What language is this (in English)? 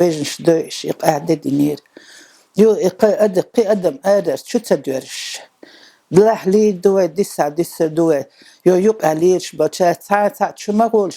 Chechen